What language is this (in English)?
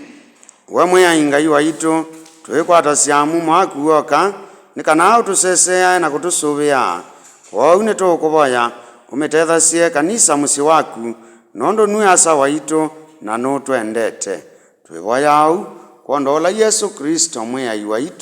Kamba